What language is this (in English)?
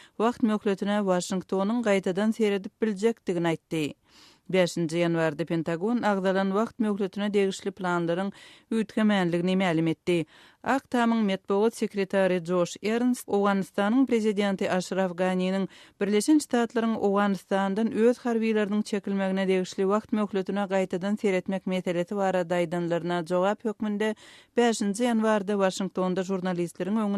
Turkmen